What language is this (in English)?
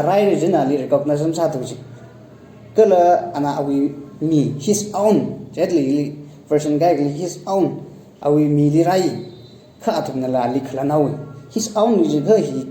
Tangkhul Naga (India)